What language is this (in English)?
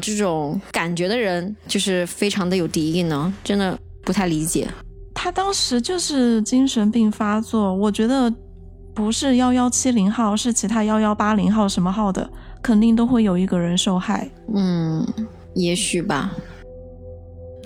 Chinese